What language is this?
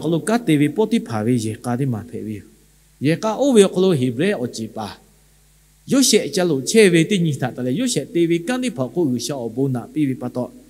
Lahu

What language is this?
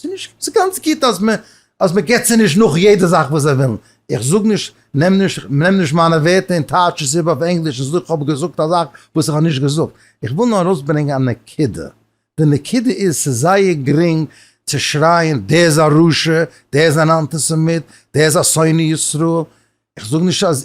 Yiddish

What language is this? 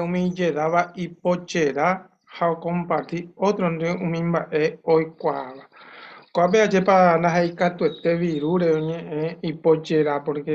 Guarani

